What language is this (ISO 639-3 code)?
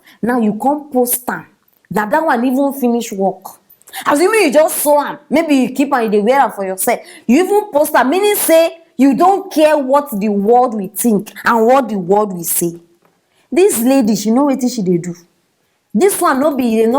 pcm